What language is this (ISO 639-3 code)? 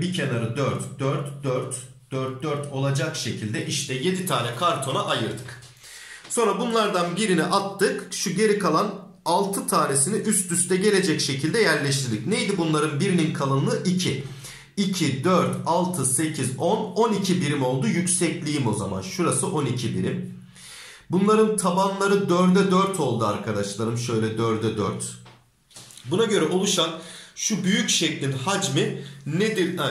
tur